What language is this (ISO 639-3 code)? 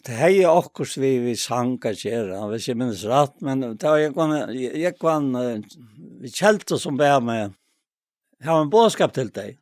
fao